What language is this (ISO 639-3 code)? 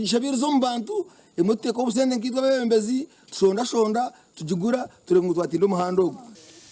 nyn